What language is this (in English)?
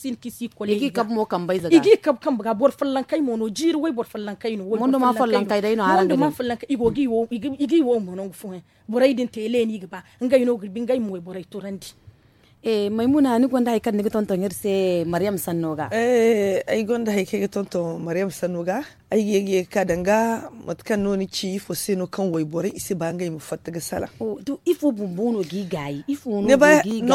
Zarma